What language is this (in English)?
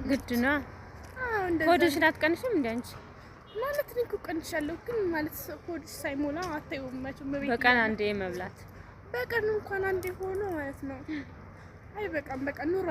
Amharic